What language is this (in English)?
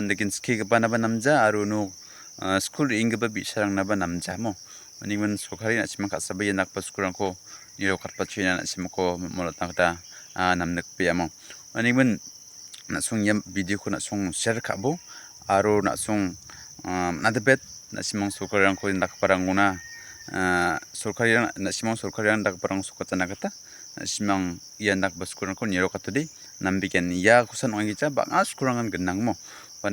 Garo